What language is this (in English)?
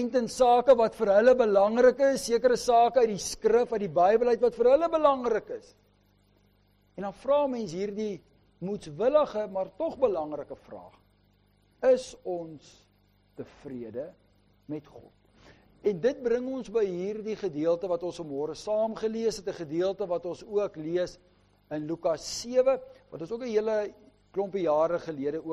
Afrikaans